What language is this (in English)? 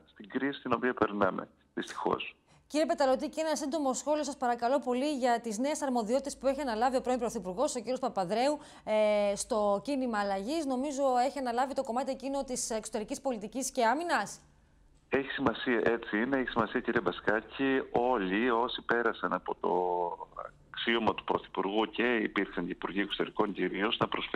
Greek